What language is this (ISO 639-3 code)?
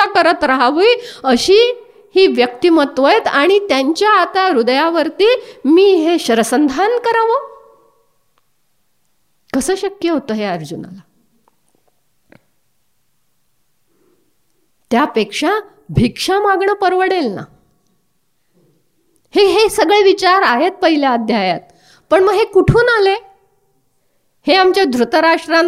mar